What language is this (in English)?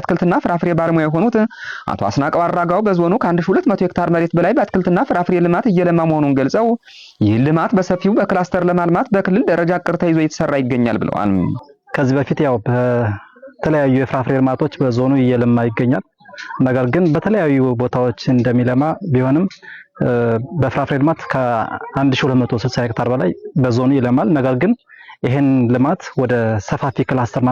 Amharic